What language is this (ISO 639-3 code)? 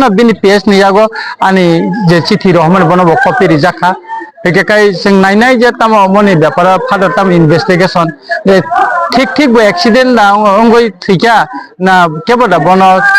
trp